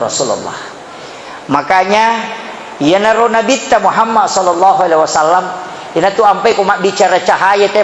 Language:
Buginese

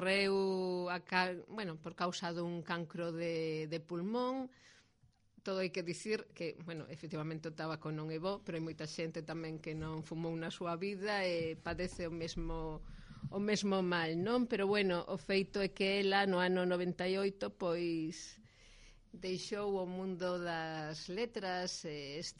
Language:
Galician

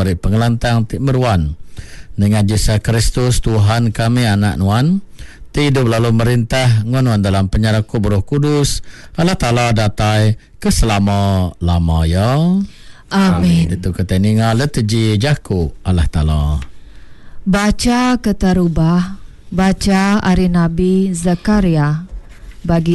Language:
Iban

